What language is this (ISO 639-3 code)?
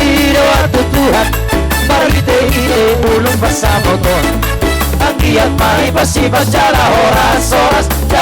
bbc